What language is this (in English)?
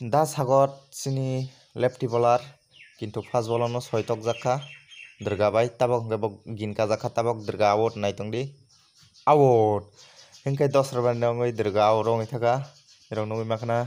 Kok Borok